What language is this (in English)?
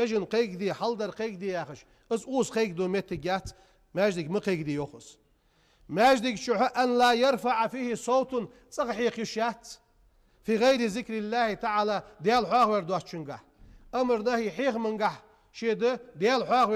Ingush